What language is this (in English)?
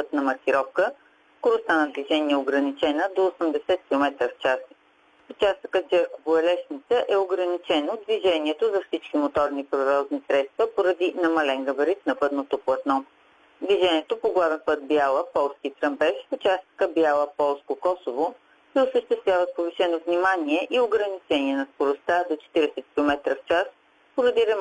Bulgarian